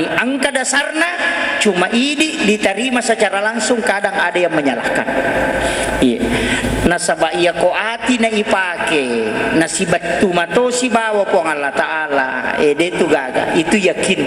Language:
Buginese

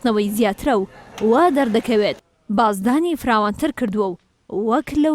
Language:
Central Kurdish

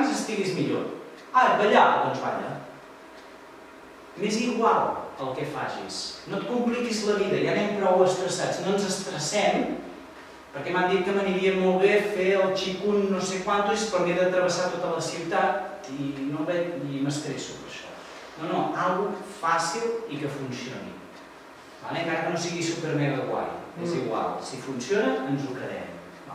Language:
Catalan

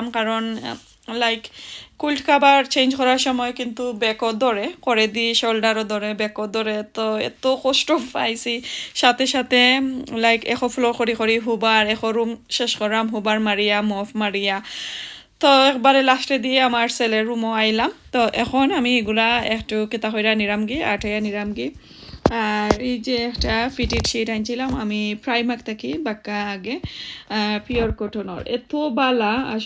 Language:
Sylheti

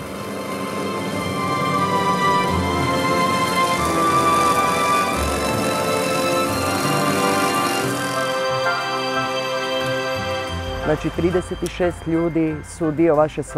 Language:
Croatian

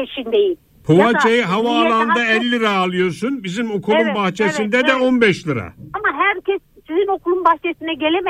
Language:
Turkish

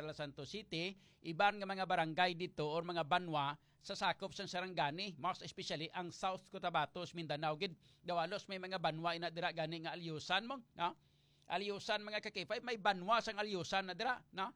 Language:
Hiligaynon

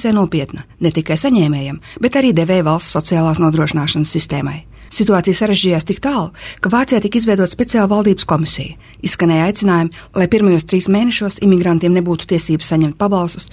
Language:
Latvian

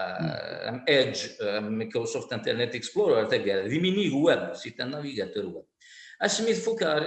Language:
Kabyle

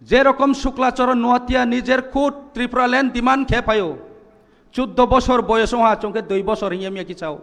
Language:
Kok Borok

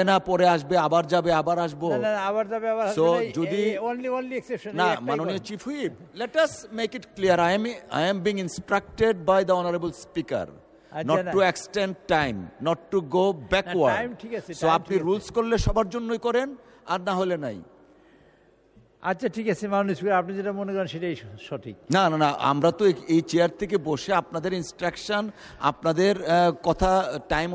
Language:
Bangla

